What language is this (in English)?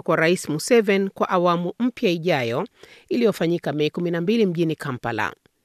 Swahili